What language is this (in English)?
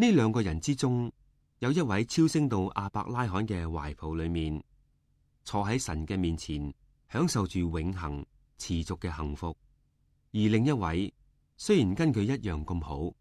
Cantonese